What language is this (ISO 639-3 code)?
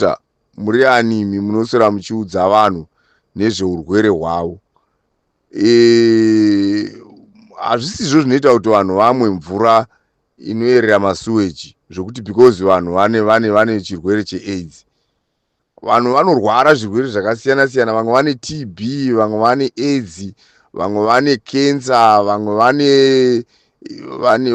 sna